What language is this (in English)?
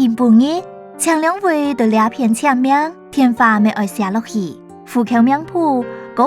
Hakka Chinese